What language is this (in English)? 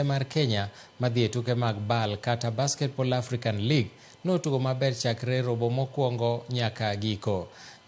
Luo (Kenya and Tanzania)